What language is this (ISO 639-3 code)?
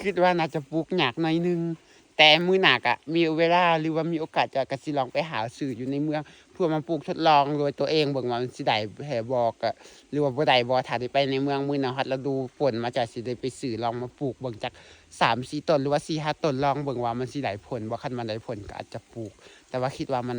lao